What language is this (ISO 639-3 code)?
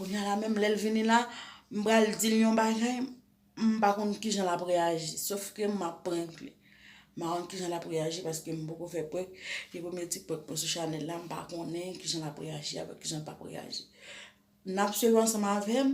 hat